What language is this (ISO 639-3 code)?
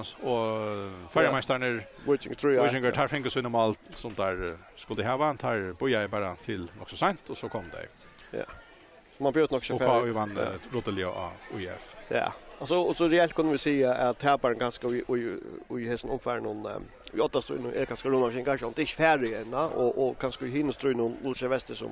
fao